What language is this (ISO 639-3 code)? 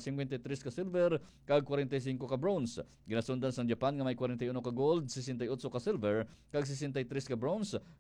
hil